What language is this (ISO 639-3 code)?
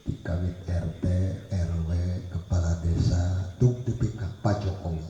sun